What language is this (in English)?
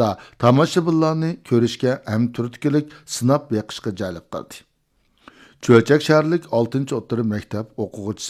Uyghur